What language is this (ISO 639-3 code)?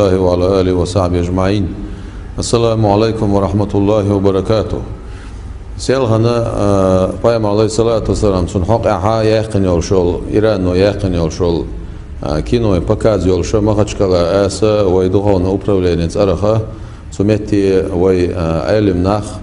che